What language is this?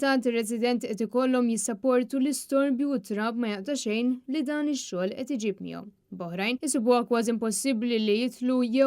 Maltese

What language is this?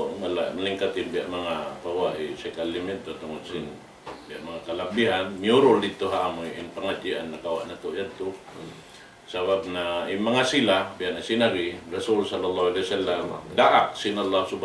Tausug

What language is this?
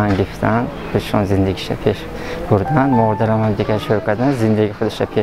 Tajik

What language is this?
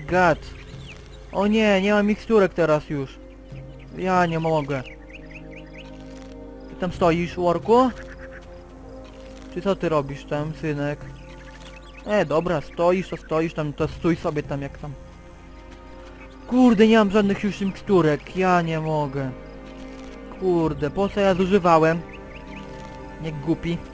Polish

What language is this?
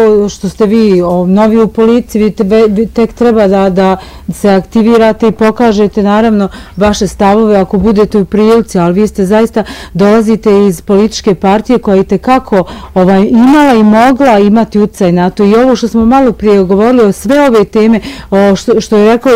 Bosnian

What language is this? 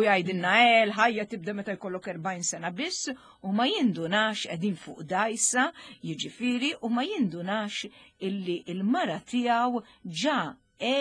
Maltese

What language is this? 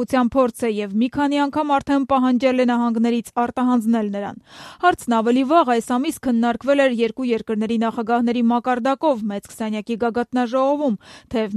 Armenian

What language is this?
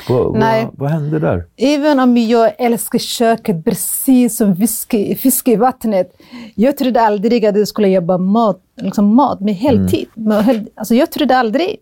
Swedish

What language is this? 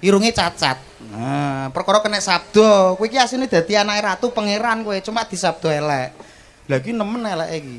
Javanese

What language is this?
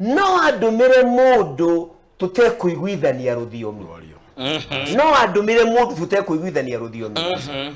Kikuyu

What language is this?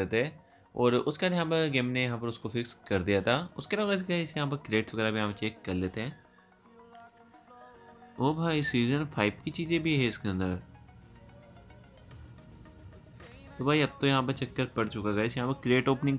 Hindi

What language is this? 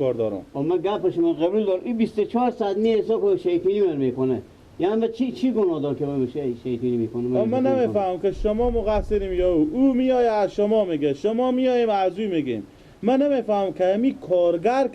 Persian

